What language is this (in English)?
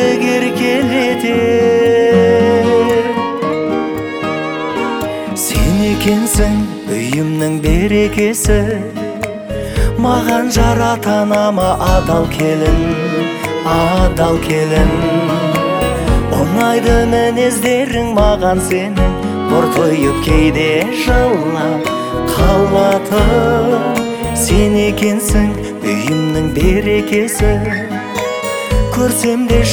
Kazakh